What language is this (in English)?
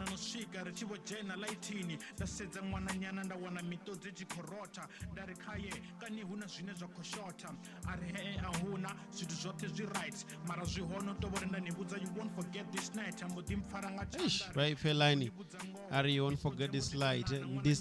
Venda